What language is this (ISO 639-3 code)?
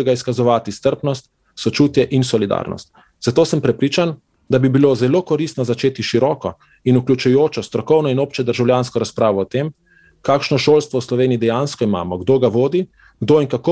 slv